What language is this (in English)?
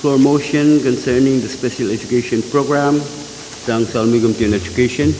Pohnpeian